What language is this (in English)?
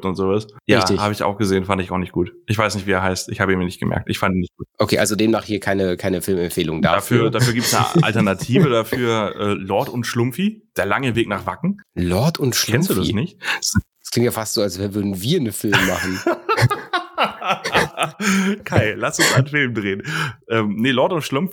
German